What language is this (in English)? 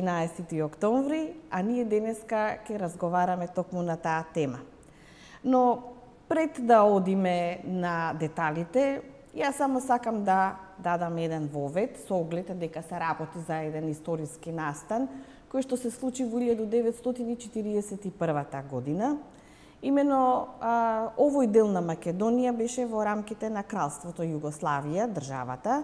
Macedonian